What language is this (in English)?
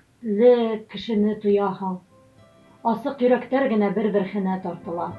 Bashkir